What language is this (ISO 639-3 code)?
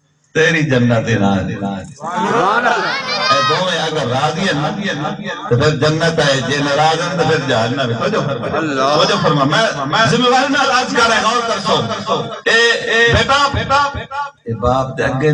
skr